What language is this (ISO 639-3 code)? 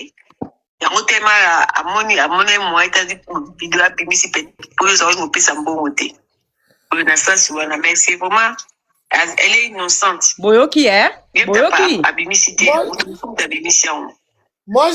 lin